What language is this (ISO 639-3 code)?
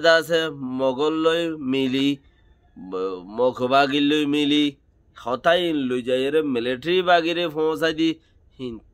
rhg